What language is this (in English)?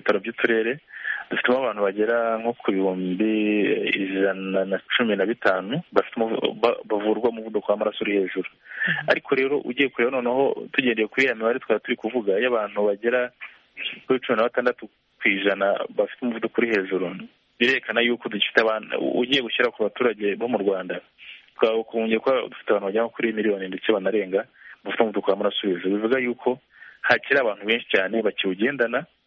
Kinyarwanda